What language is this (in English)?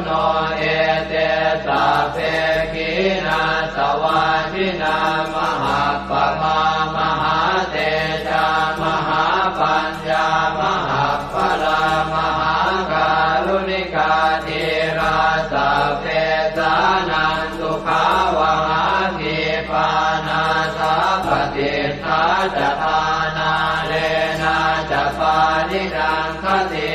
Pali